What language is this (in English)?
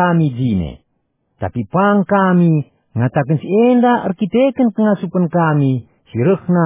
Batak Karo